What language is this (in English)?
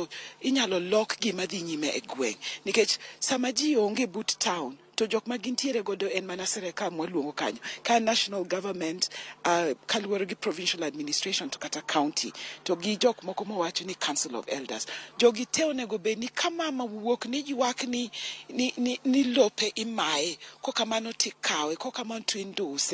Luo (Kenya and Tanzania)